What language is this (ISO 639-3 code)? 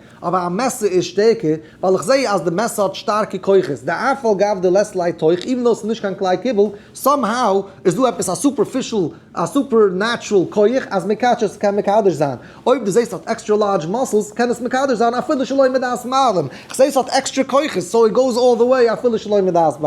yid